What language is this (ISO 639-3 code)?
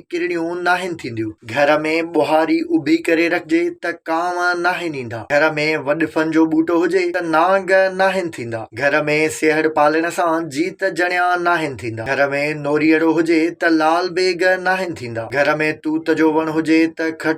snd